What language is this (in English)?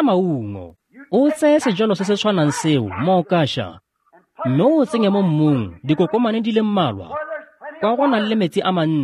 Tswana